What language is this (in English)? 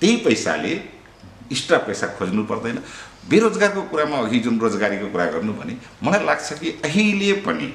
Nepali